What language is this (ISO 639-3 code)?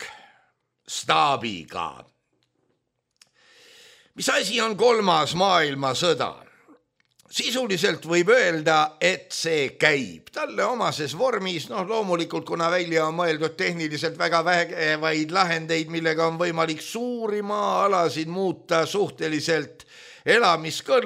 est